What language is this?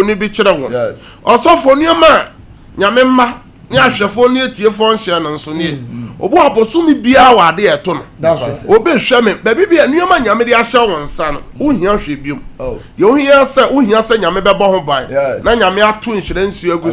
Akan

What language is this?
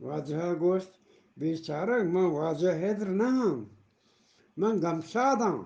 Eastern Balochi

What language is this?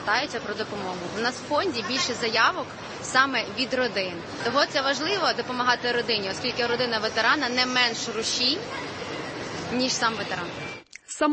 Ukrainian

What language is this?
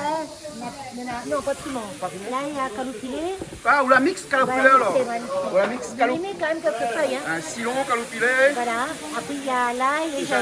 Réunion Creole French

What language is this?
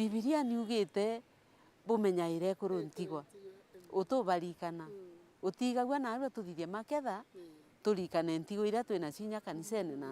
Meru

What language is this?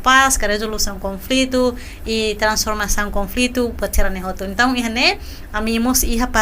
Tetum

